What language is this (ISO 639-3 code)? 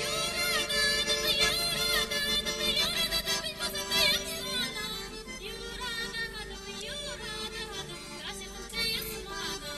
chv